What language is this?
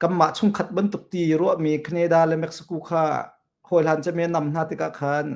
Hakha Chin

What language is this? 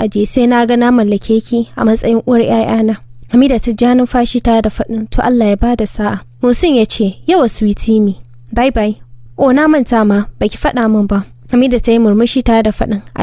Hausa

